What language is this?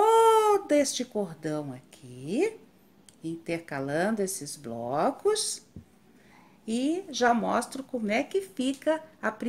Portuguese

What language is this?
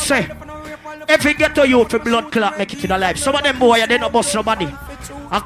Jamaican Creole English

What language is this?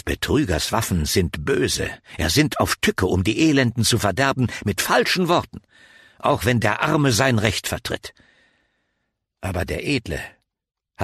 German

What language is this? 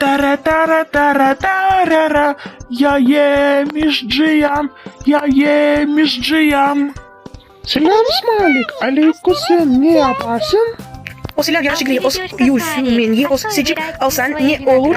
Crimean Tatar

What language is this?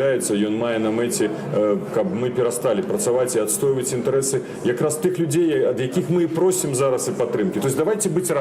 Belarusian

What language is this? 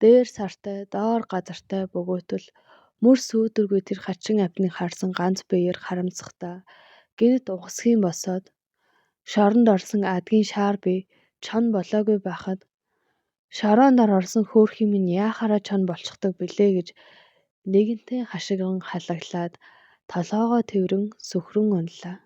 Mongolian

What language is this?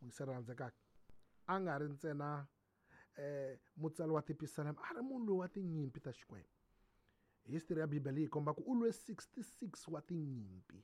Tsonga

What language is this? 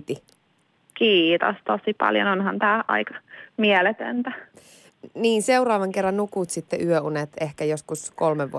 Finnish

